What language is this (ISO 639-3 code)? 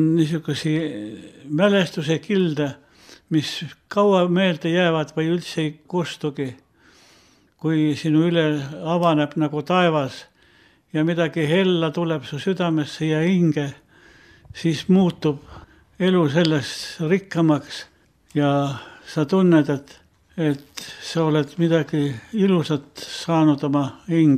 est